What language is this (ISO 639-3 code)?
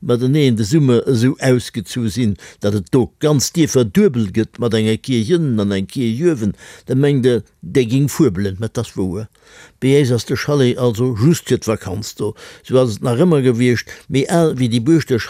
ltz